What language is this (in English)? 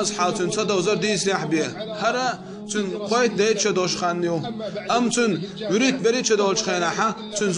Chechen